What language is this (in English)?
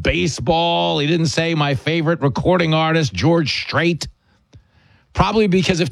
English